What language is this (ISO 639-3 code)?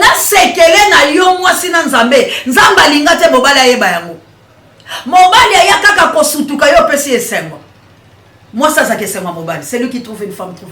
lin